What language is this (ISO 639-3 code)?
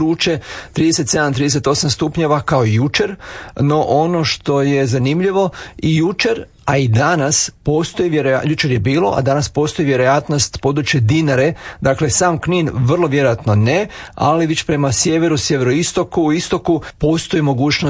hrv